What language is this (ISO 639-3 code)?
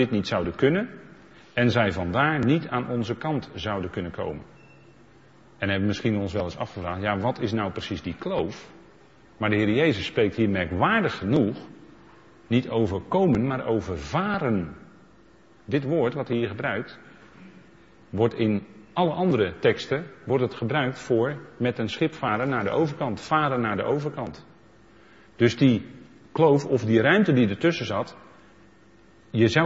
nld